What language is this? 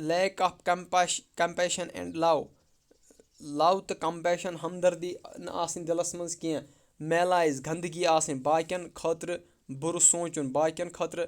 Kashmiri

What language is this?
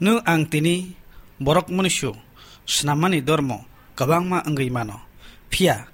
Kok Borok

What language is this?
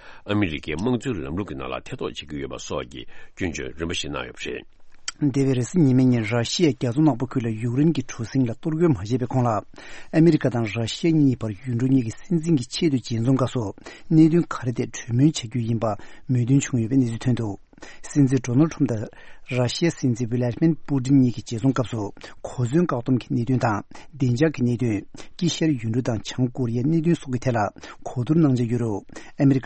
Tibetan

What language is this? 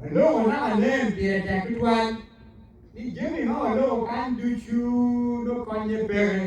Acoli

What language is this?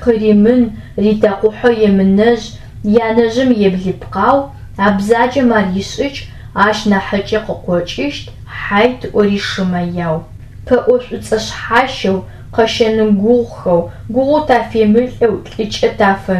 Adyghe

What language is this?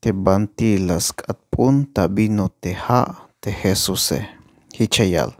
Tzeltal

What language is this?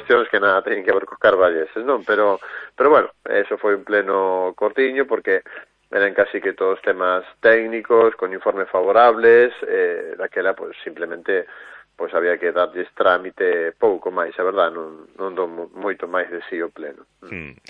Galician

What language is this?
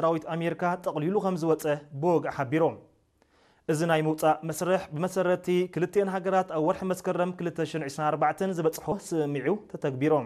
Tigrinya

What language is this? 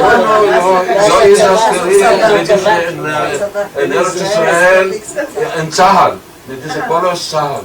Ladino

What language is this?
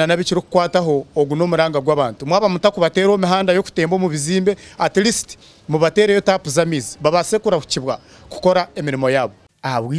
Nyankole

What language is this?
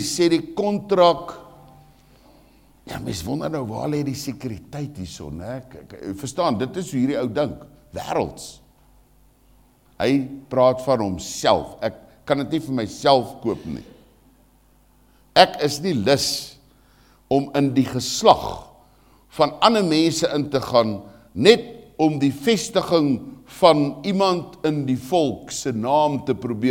Afrikaans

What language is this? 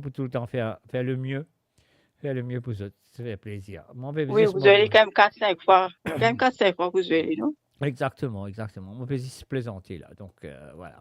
Morisyen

